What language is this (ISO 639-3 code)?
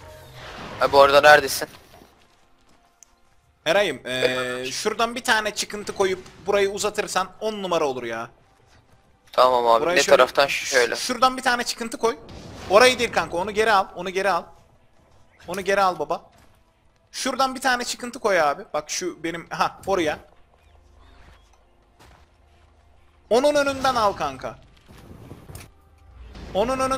tur